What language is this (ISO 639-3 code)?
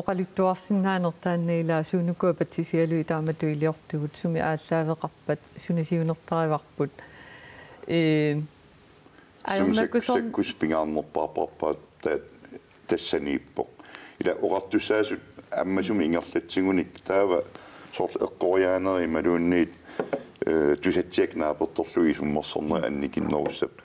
kal